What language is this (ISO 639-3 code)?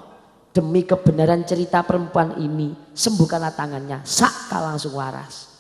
jav